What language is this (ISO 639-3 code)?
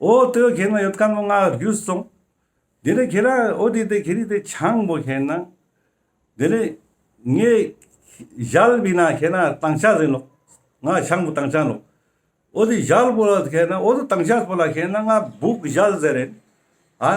lbj